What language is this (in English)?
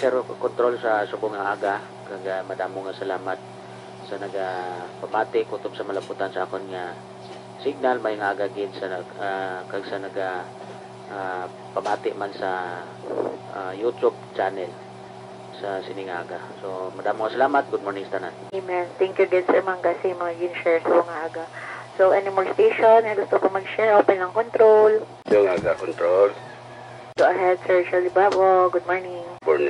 Hiligaynon